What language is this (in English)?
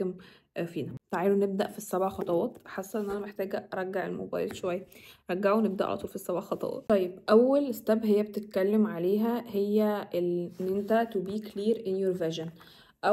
Egyptian Arabic